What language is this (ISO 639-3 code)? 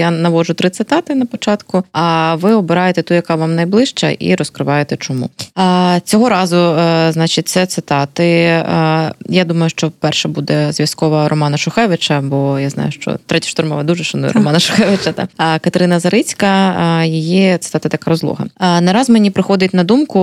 ukr